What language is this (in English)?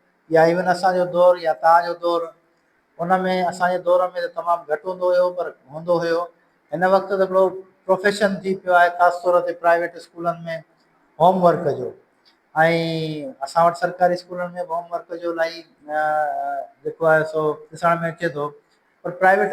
Sindhi